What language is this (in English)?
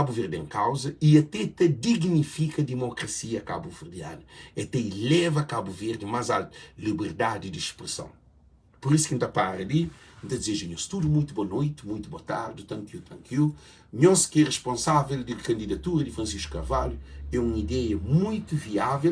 Kabuverdianu